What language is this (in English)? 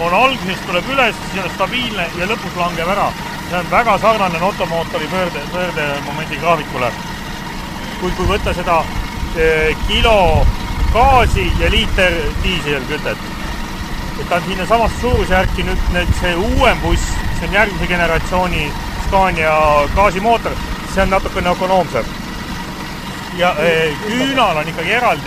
Estonian